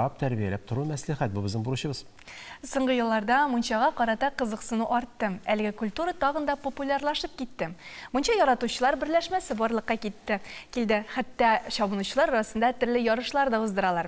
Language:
Tatar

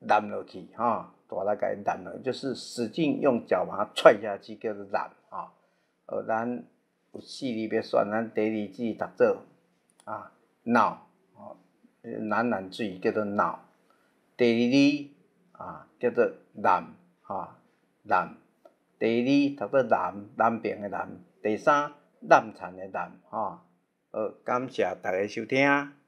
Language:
Min Nan Chinese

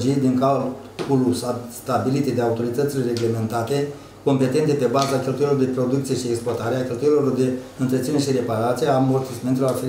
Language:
Romanian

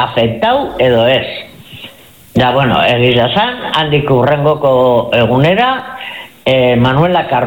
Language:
Basque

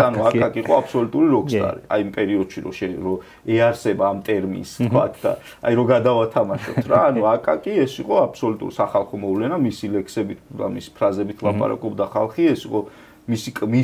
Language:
Georgian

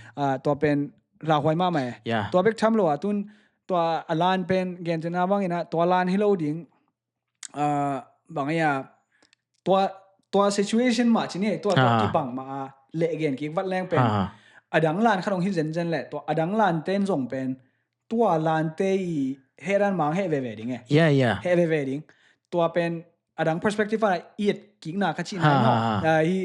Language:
Tedim Chin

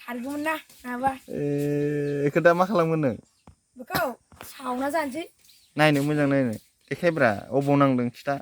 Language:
Bodo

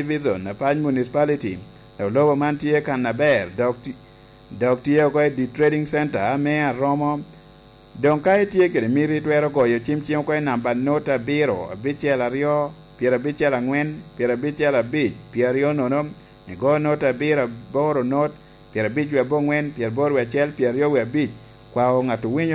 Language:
Lango (Uganda)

